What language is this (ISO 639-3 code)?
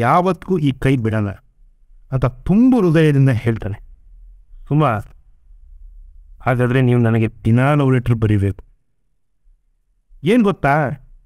kan